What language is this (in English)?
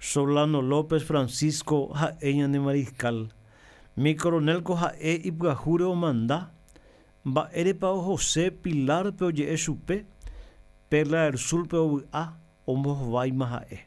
Guarani